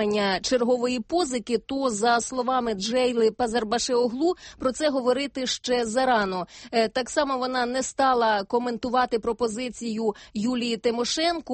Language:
Ukrainian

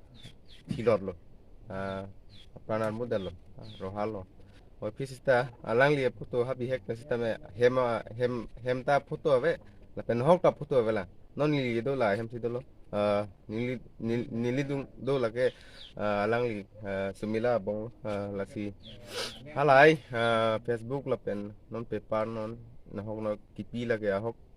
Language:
Karbi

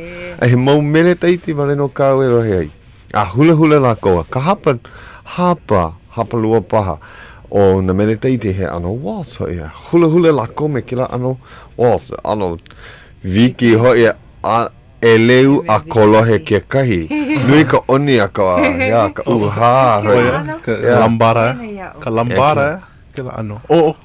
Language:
Hawaiian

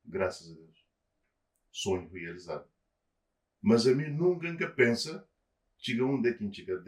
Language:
Kabuverdianu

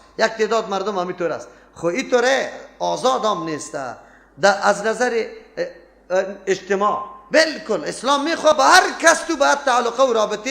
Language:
Persian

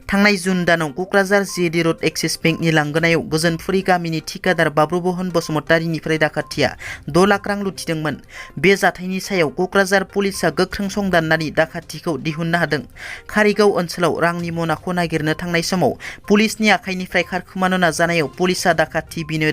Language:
Bodo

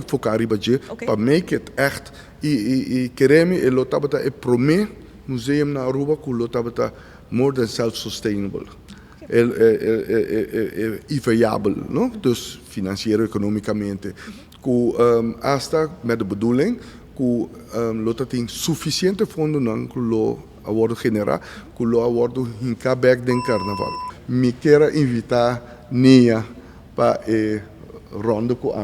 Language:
Papiamento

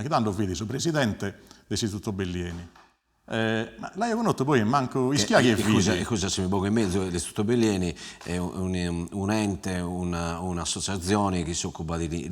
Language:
Sardinian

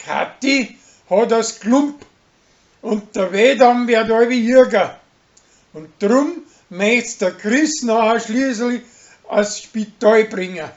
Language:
Bavarian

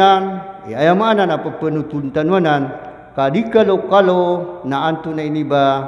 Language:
Maranao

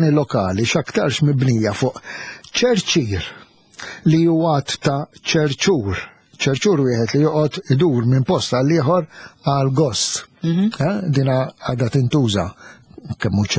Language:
Maltese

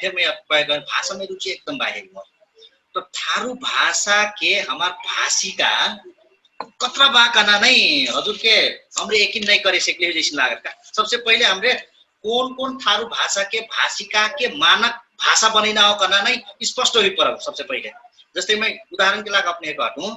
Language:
Dangaura Tharu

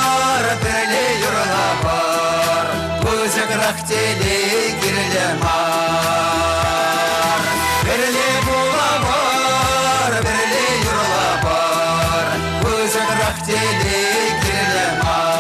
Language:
Chuvash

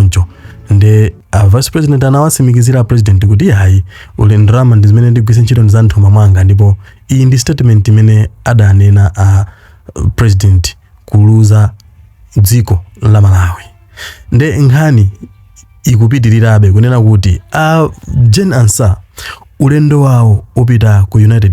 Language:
Nyanja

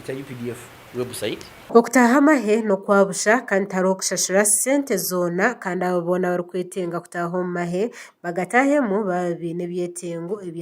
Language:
Nyankole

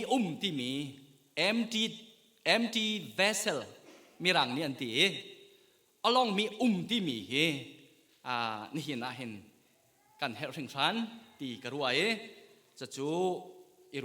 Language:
Hakha Chin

